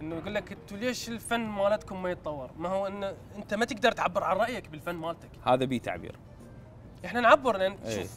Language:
Mesopotamian Arabic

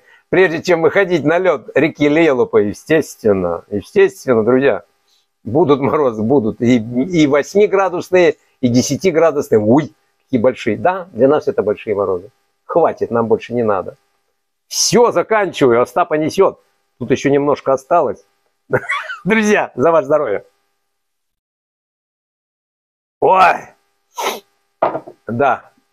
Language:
Russian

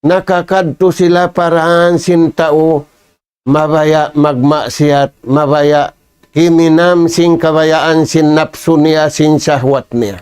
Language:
Tausug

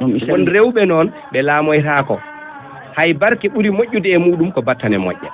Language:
Fula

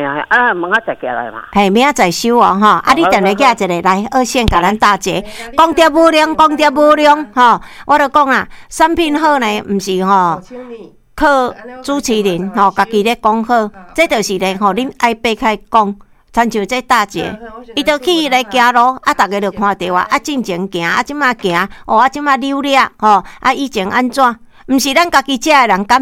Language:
Min Nan Chinese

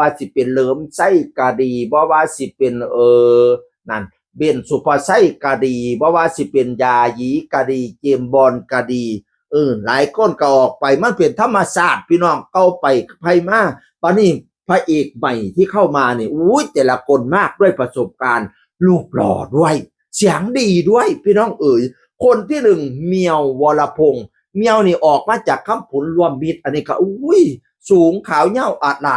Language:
Northeastern Thai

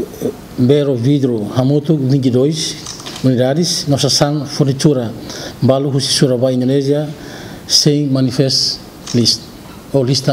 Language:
Tetum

